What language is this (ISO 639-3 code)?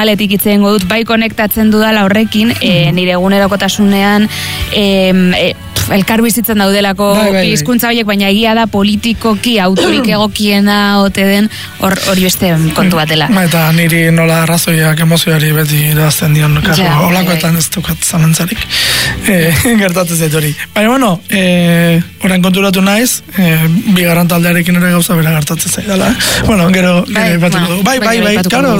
eus